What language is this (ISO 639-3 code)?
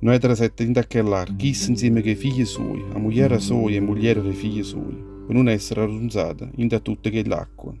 nap